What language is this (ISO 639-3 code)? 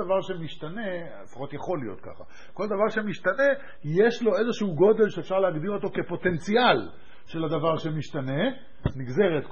heb